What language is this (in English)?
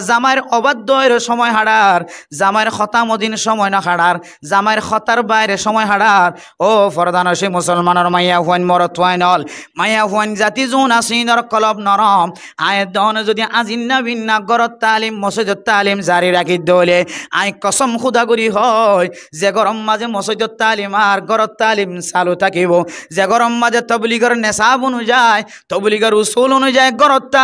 Rohingya